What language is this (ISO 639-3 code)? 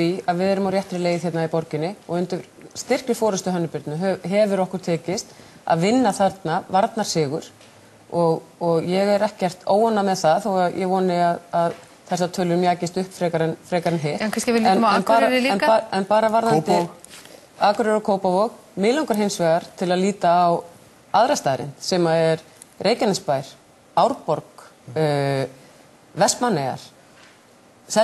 isl